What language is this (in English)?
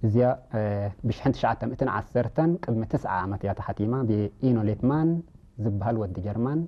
Tigrinya